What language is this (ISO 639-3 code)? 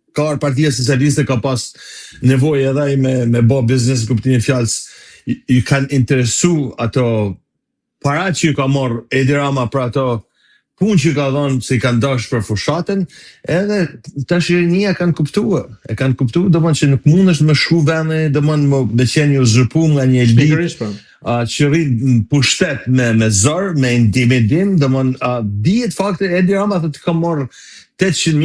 sqi